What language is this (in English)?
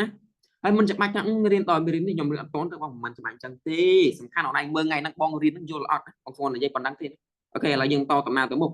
Khmer